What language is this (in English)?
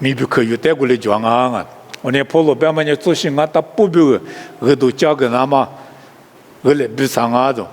Lisu